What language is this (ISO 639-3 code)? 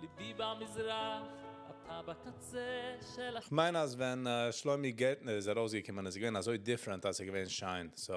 yid